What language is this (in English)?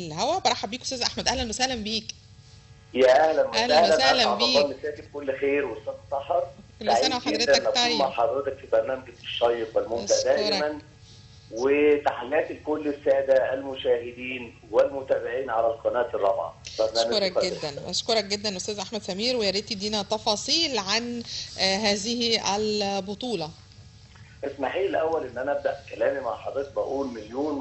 Egyptian Arabic